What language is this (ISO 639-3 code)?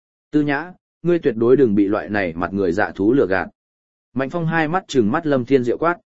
vie